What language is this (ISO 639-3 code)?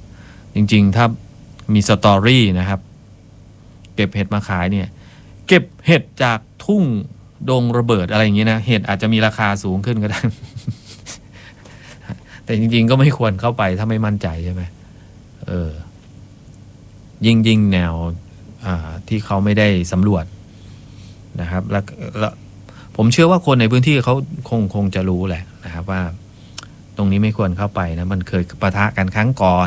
tha